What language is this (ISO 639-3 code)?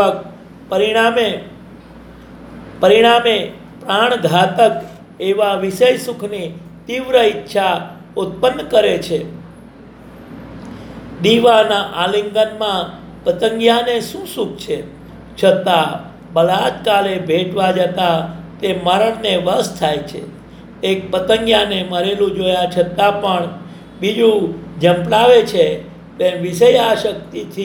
guj